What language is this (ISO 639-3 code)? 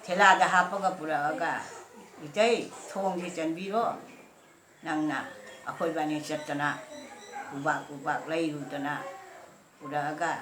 mni